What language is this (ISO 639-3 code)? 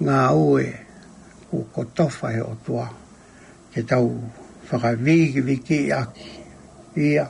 ton